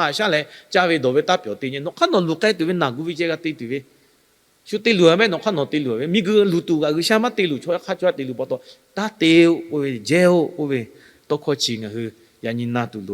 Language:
Lahu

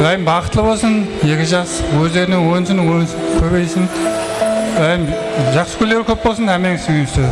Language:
Kara-Kalpak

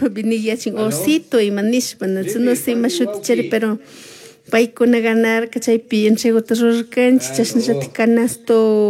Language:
Chimborazo Highland Quichua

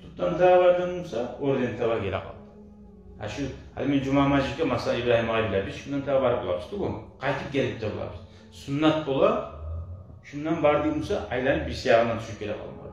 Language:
Kumyk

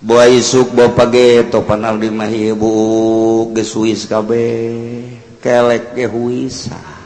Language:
Sundanese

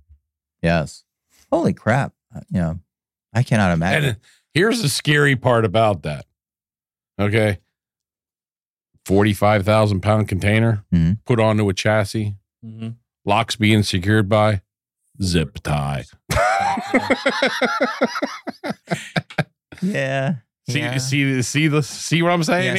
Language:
English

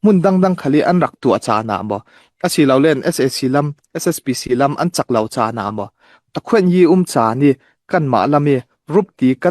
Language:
Falam Chin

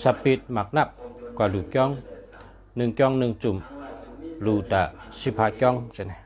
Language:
Shan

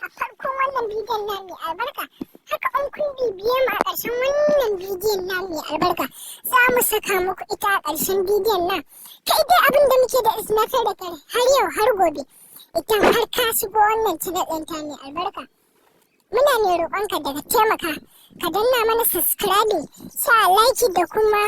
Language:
Hausa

